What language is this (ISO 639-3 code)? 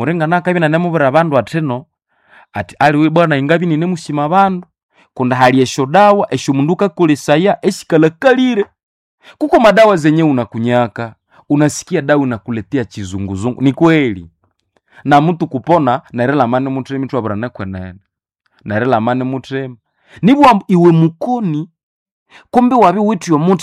nnb